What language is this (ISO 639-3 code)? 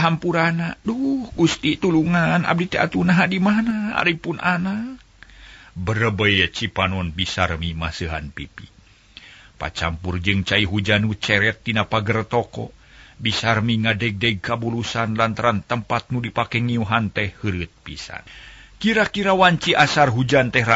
sun